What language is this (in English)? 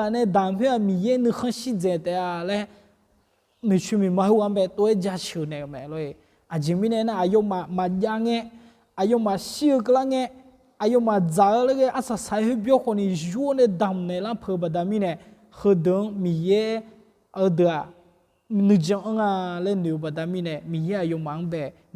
Akha